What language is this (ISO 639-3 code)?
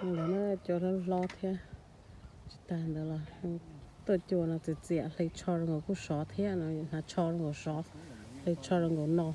hmn